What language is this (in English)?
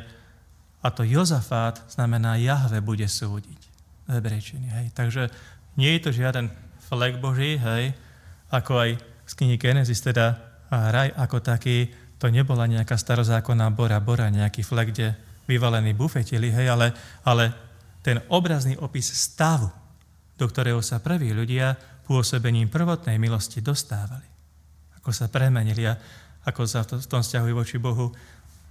Slovak